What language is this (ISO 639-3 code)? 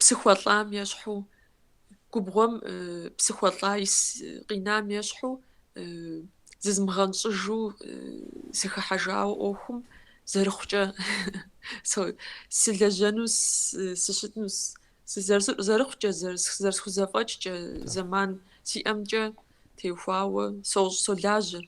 kbd